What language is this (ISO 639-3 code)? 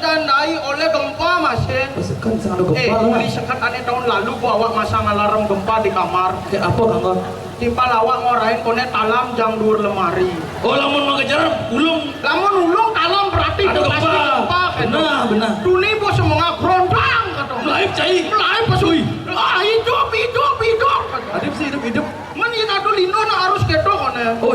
ban